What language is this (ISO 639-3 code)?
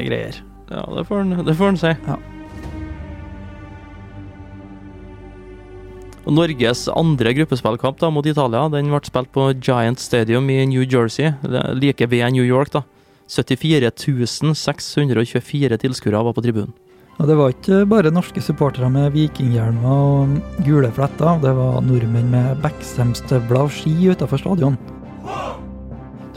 nor